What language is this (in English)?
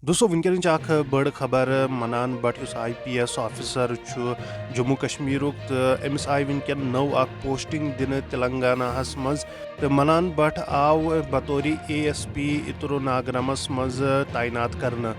Kashmiri